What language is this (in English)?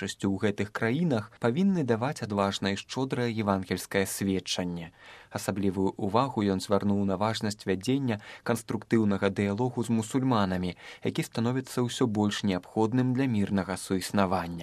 Belarusian